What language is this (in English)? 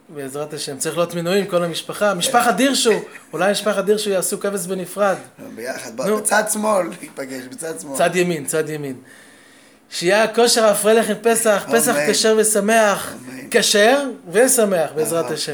Hebrew